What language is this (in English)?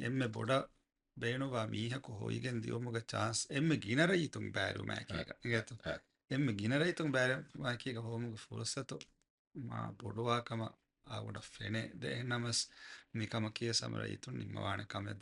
Divehi